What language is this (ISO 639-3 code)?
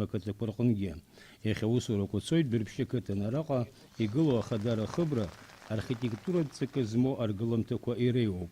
abk